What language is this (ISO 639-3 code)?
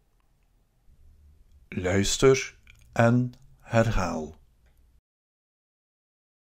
nld